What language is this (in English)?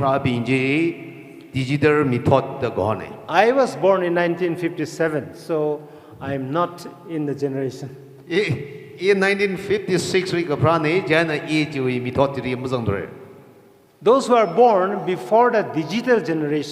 Tangkhul Naga (India)